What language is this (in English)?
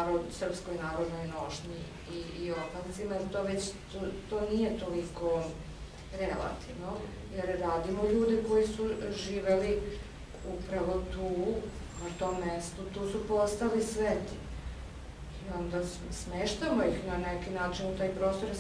Serbian